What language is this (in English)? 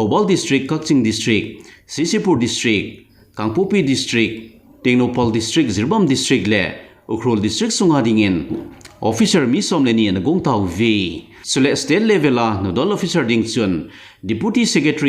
Thado Chin